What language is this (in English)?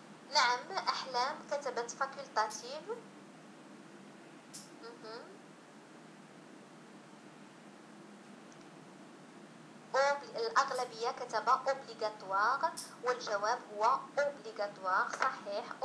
Arabic